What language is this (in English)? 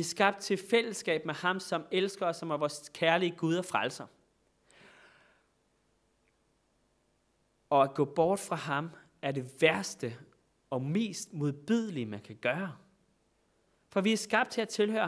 Danish